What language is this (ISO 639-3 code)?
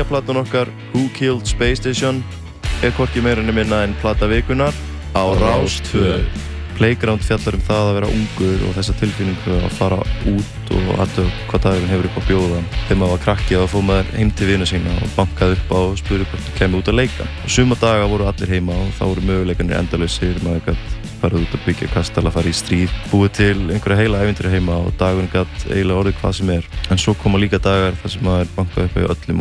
isl